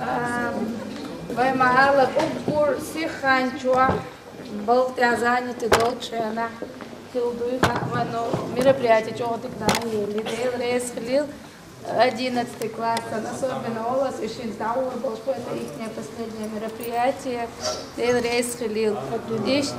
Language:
Chechen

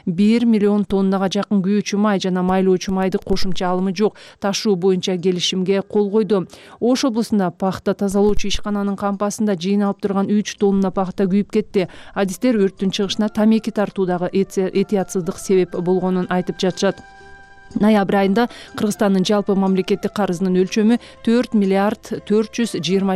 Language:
Kyrgyz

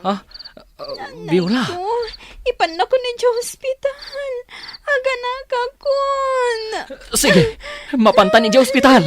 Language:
Iloko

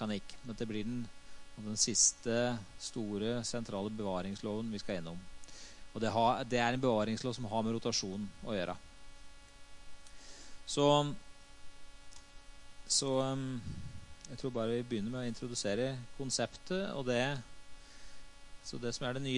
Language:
Norwegian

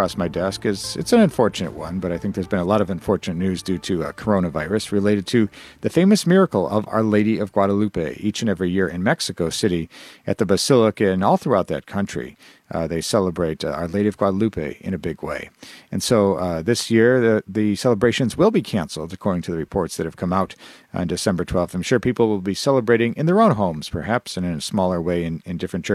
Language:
English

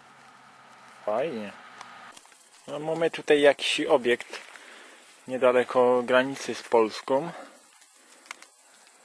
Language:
Polish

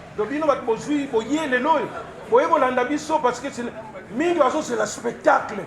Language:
Lingala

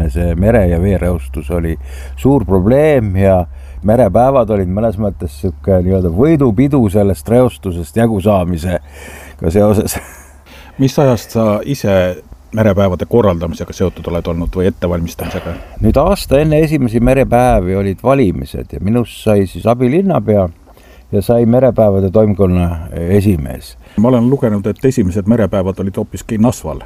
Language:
Estonian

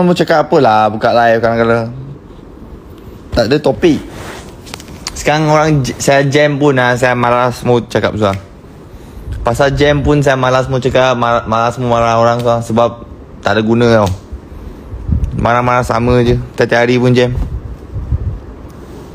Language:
Malay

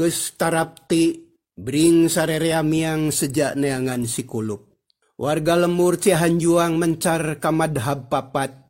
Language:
Sundanese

